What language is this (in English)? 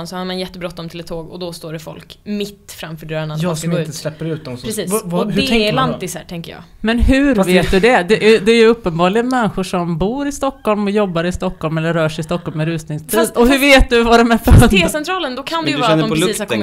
Swedish